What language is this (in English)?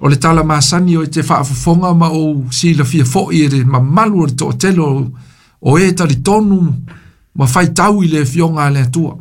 Samoan